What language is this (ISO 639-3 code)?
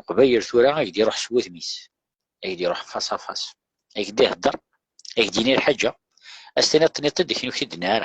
kab